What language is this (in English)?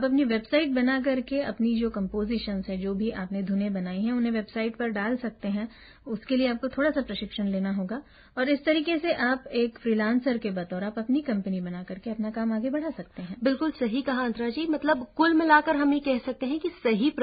Hindi